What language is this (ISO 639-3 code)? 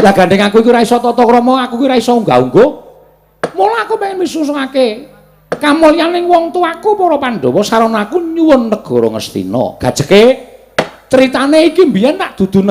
jav